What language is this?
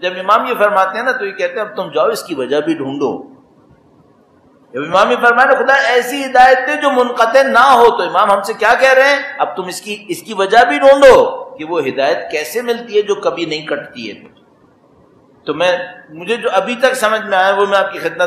Urdu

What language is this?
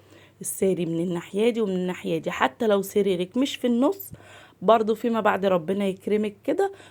Egyptian Arabic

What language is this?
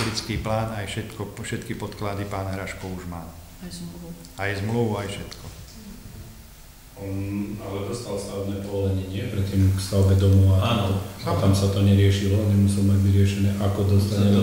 Slovak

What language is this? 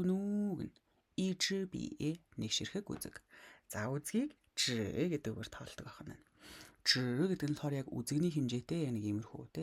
Mongolian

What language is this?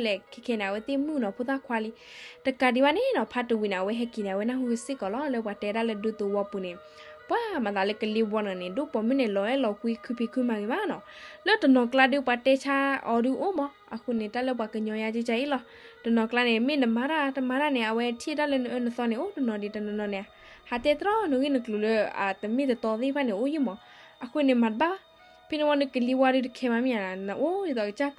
S'gaw Karen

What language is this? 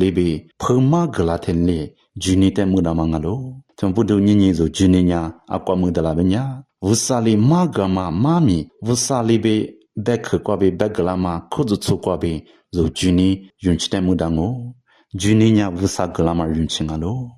Lisu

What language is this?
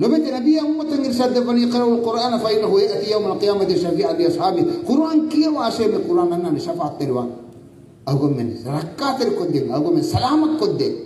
Divehi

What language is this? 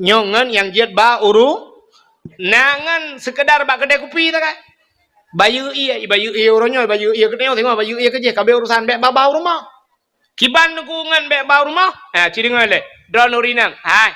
Achinese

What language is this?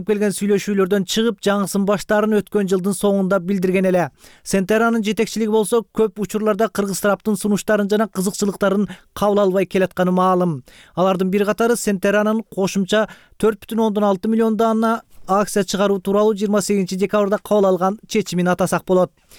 Kyrgyz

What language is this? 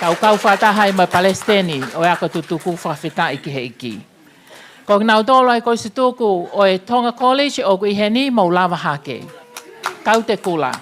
Tongan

